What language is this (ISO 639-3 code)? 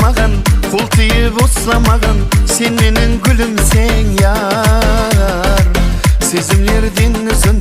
kaa